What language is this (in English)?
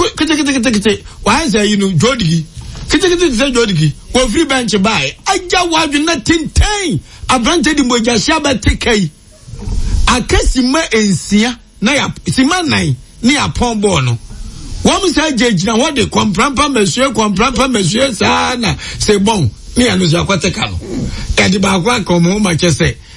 Akan